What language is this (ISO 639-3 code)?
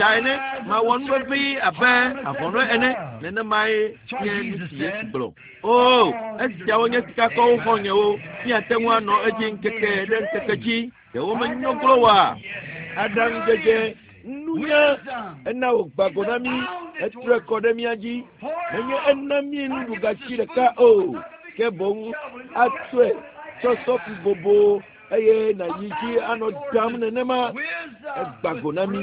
ewe